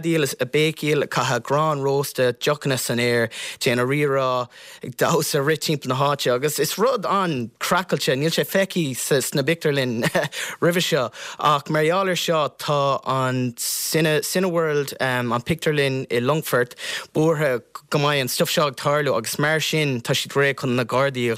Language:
Irish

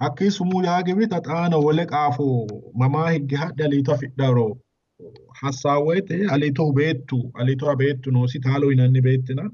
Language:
Sidamo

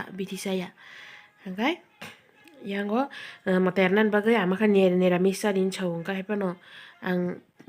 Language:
Kok Borok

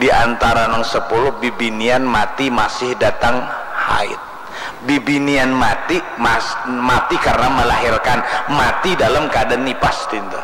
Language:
Banjar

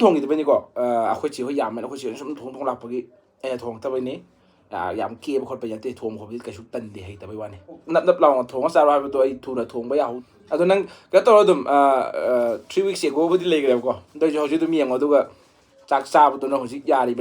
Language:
Manipuri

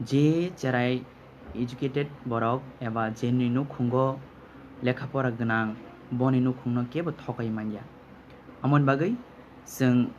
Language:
Kok Borok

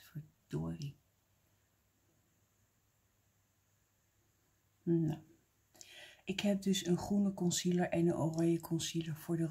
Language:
Dutch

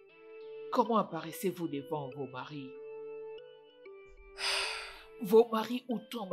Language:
French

